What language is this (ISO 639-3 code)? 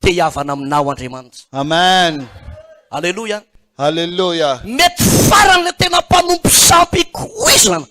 mlg